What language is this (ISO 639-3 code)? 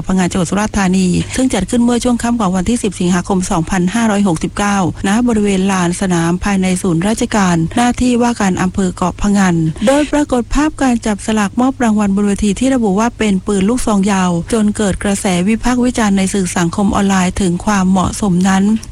tha